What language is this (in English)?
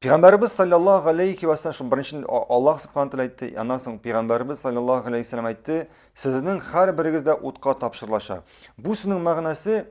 Tatar